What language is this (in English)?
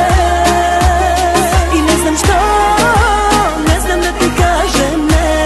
Czech